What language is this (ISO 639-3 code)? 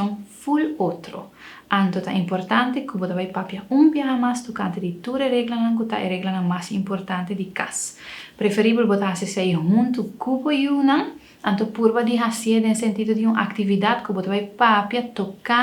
pap